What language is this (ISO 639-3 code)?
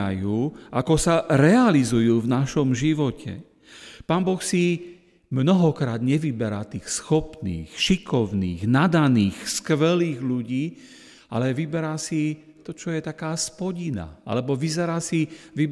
slk